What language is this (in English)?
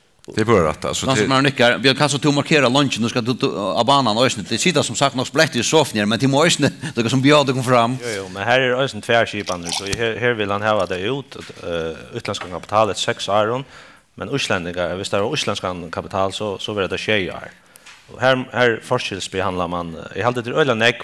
Faroese